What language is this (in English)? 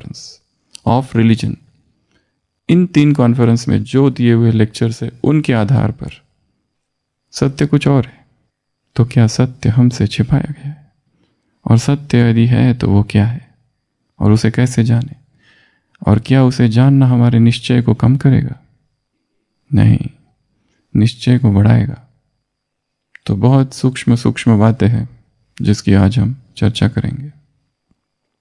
Hindi